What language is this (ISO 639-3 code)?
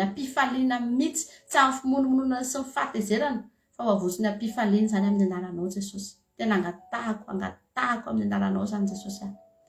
mlg